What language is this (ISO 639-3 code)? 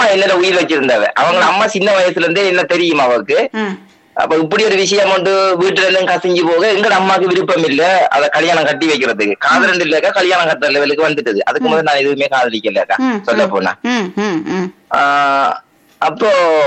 tam